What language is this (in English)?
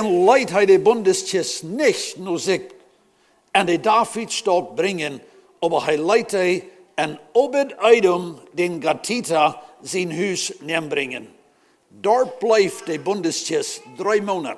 Plautdietsch